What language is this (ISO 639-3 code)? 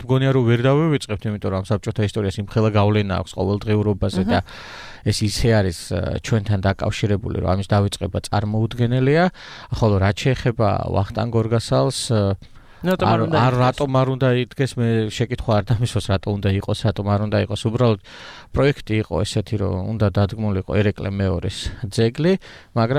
kat